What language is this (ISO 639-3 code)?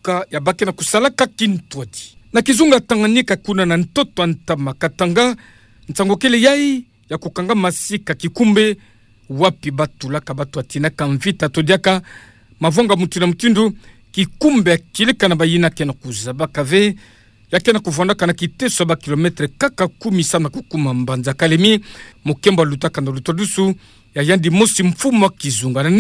ktu